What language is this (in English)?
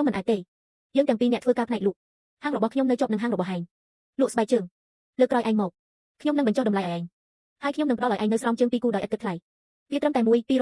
Khmer